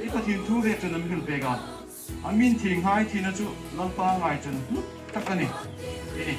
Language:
Hmar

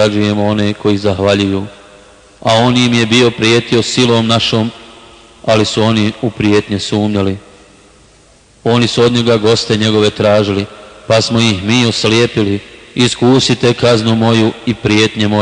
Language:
Bosnian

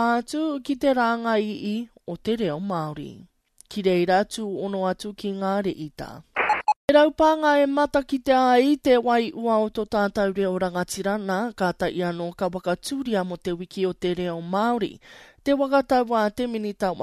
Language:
Māori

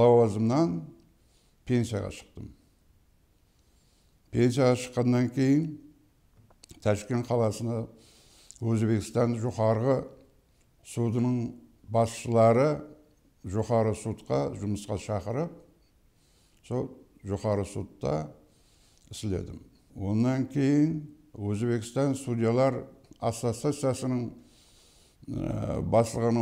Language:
Kara-Kalpak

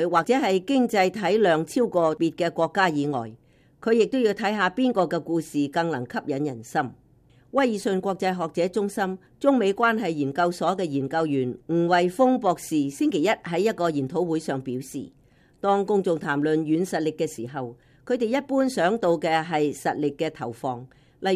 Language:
Cantonese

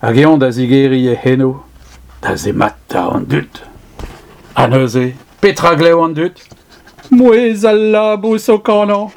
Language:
Breton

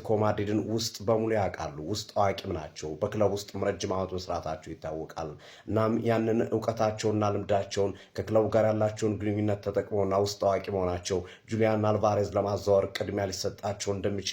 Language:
Amharic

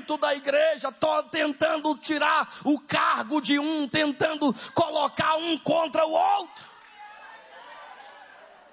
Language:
Portuguese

